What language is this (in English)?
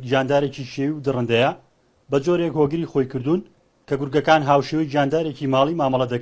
Central Kurdish